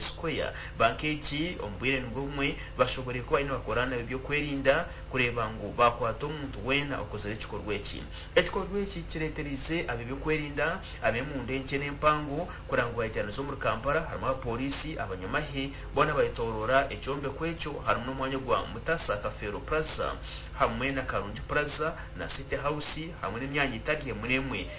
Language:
Nyankole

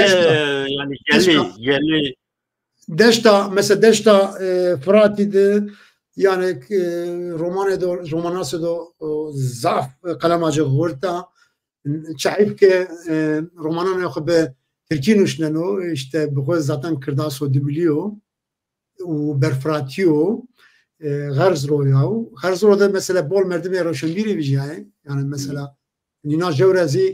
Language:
Zaza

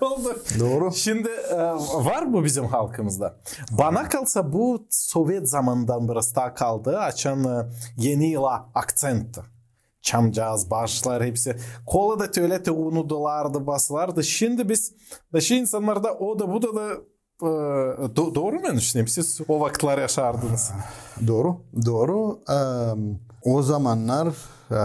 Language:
Gagauz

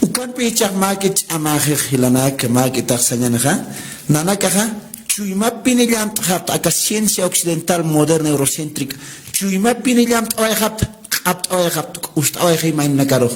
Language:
Aymara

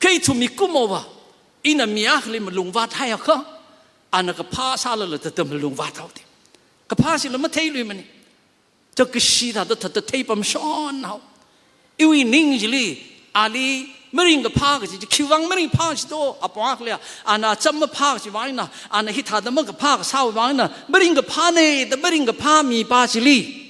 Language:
Tangkhul Naga (India)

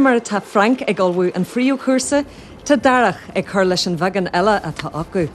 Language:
Irish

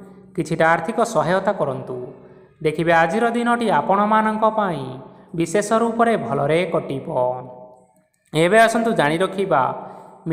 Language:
Odia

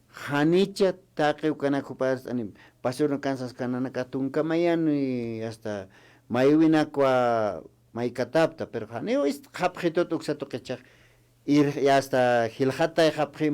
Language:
Aymara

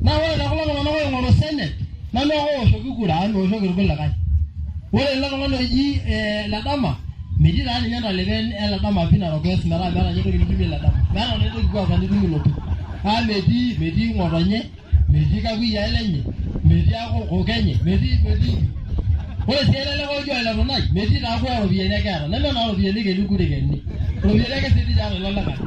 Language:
Masai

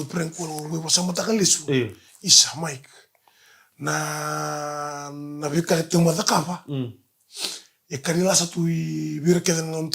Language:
Fijian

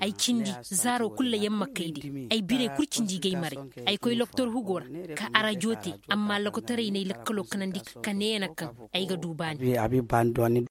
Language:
Koyraboro Senni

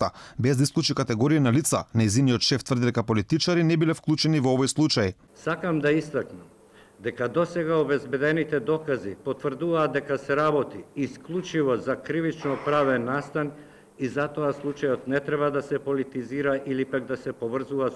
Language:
Macedonian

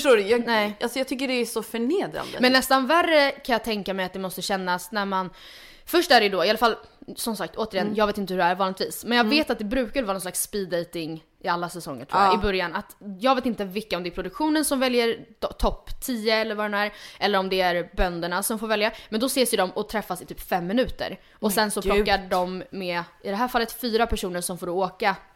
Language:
Swedish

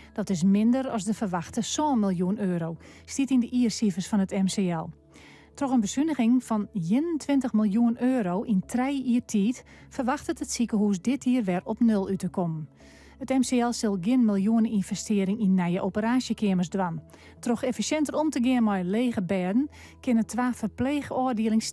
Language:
Western Frisian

